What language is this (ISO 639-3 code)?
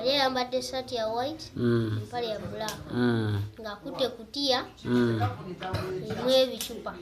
lug